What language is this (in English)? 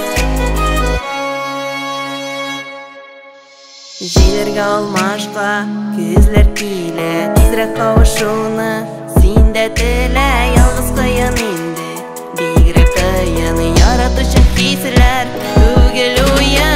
Tatar